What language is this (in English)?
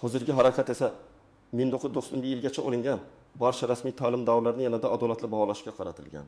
Uzbek